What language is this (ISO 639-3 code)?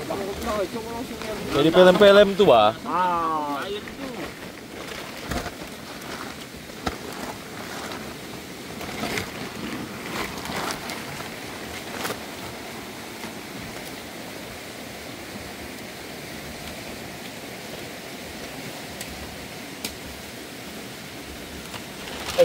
ind